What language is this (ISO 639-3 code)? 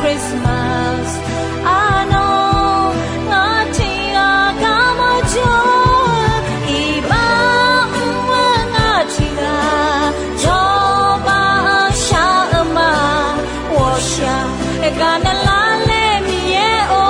ahk